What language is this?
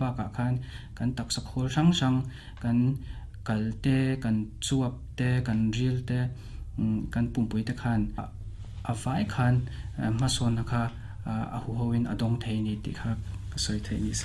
Mizo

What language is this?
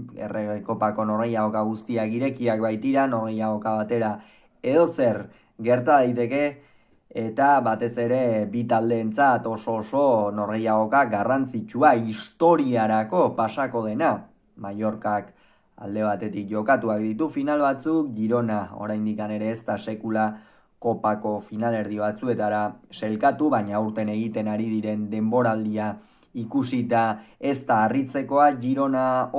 Basque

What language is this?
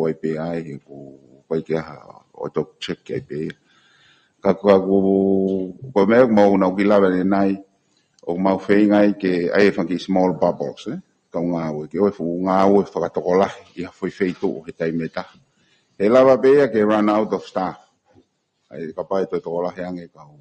Tongan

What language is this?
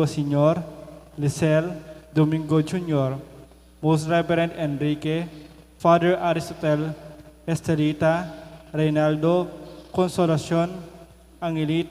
Pampanga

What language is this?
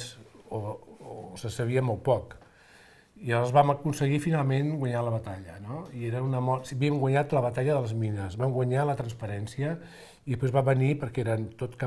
Catalan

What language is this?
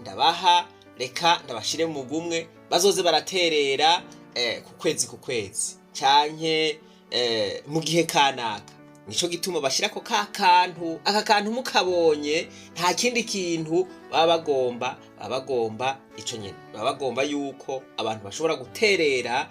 Rundi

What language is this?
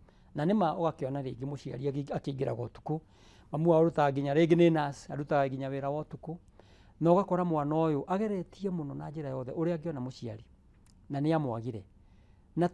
Kikuyu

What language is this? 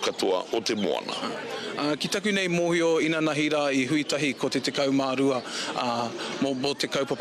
Māori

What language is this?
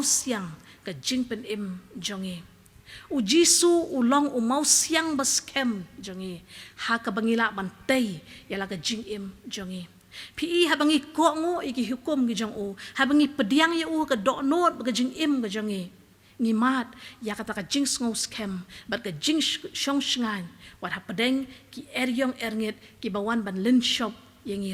Khasi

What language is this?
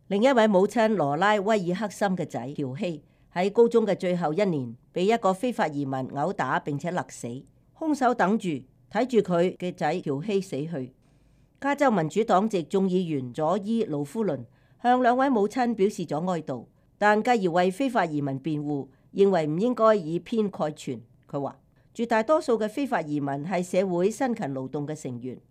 Cantonese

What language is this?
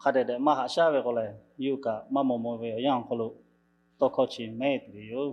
Lahu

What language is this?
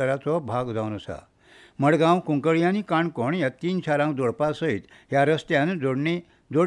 Konkani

